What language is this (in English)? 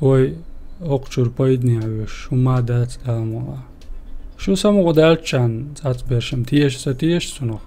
Chechen